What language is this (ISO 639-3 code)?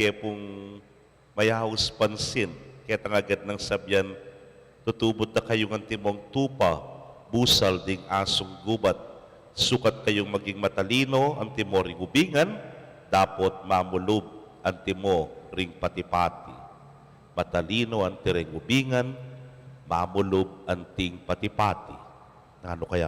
pam